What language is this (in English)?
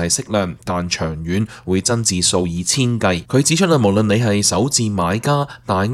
Cantonese